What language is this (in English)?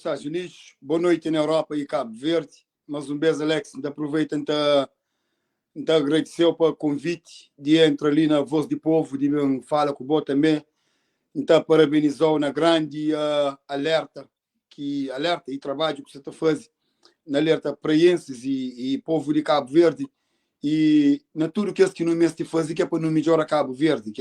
Kabuverdianu